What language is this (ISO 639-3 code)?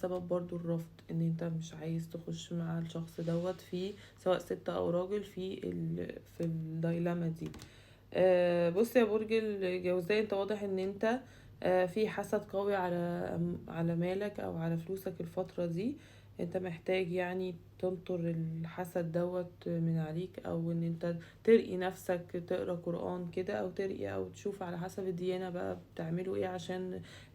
arz